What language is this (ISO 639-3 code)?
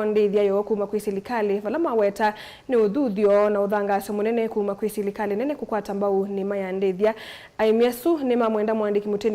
kam